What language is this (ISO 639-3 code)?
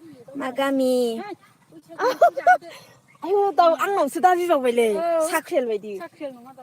brx